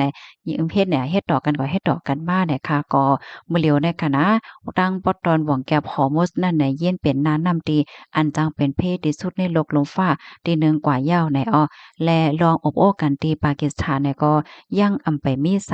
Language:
Shan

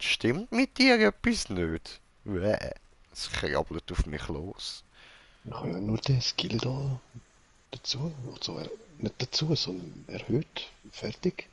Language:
Swiss German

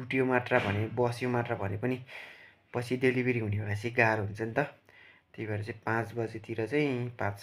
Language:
Nepali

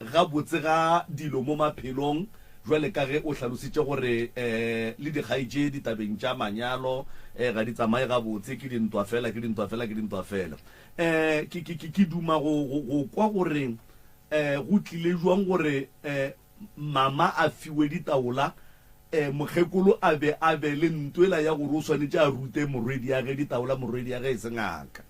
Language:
Northern Sotho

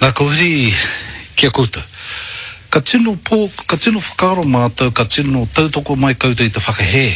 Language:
Māori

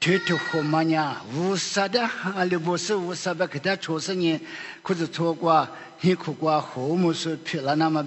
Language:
Lisu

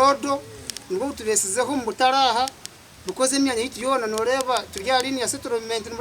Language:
Nyankole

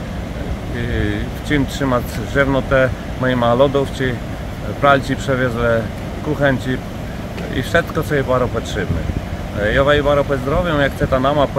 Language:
Kashubian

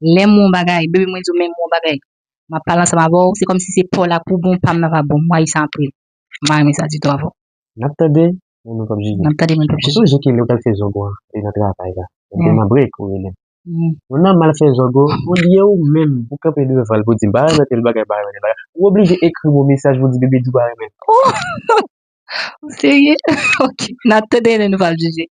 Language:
Haitian Creole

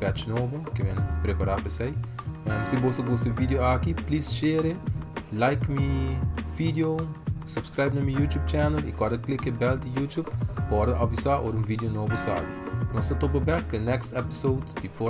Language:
Papiamento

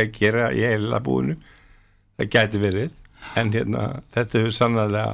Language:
Icelandic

